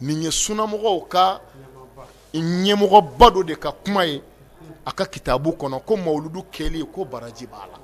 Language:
Bambara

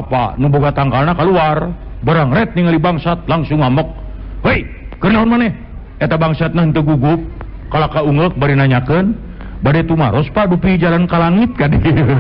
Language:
Sundanese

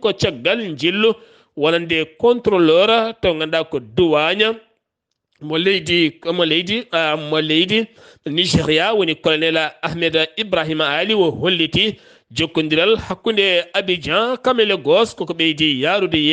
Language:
Fula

